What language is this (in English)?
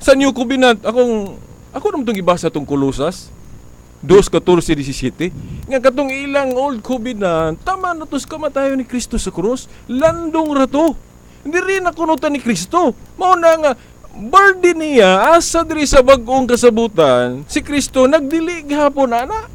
Cebuano